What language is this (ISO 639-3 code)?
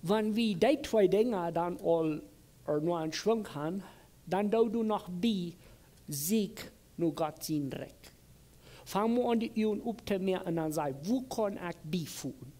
pdt